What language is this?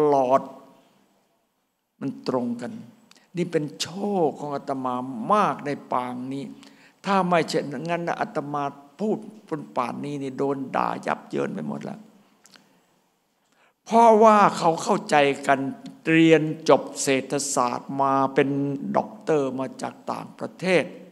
Thai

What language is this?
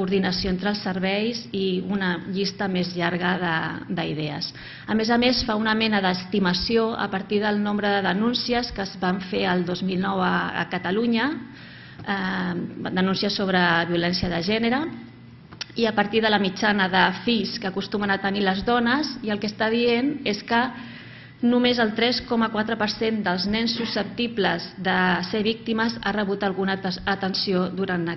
Catalan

